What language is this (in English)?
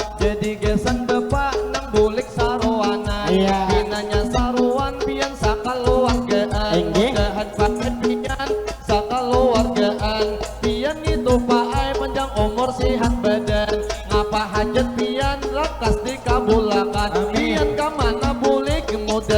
Banjar